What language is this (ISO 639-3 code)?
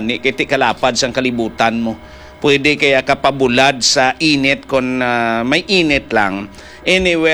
hil